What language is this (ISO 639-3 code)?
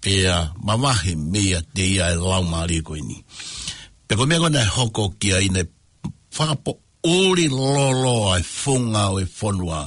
ton